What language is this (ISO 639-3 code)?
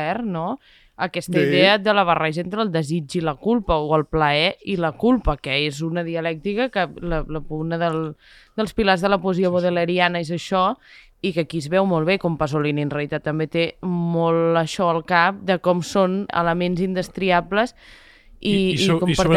cat